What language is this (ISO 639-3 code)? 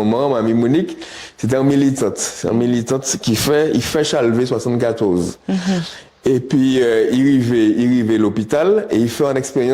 gcf